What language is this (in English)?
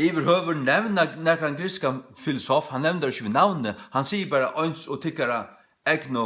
Faroese